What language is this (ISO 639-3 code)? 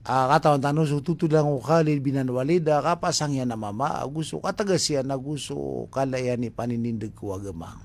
mrw